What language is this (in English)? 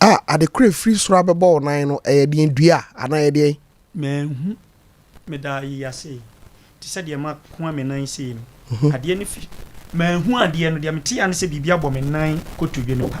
Akan